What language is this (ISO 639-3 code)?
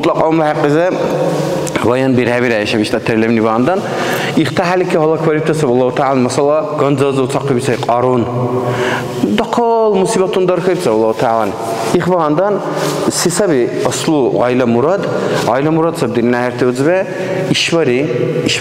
dar